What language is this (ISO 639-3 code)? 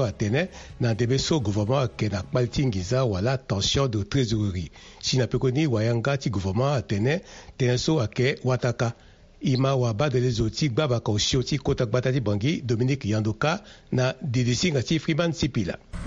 sag